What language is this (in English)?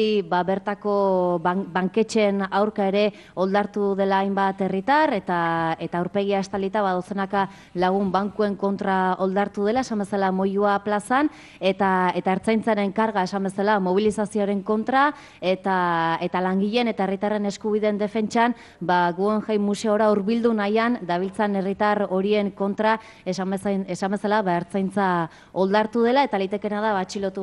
Basque